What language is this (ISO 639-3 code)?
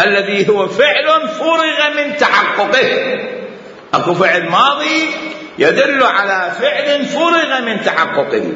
acm